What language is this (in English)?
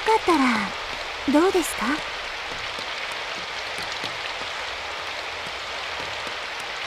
Japanese